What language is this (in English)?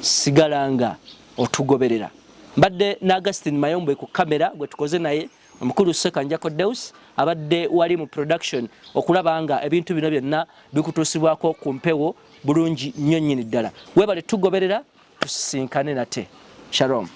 Ganda